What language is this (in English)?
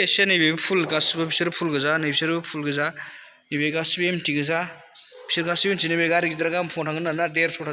Bodo